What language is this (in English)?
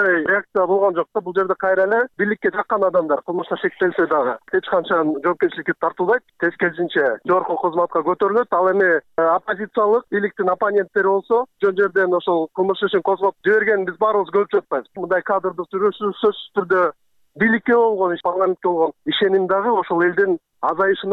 Kyrgyz